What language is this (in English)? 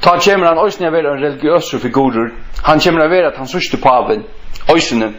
Faroese